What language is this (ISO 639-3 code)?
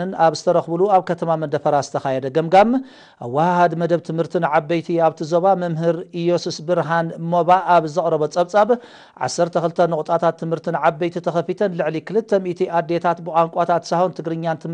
tir